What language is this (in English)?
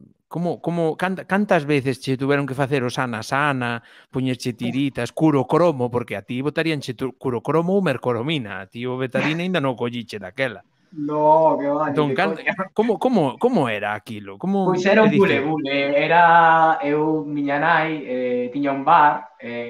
Galician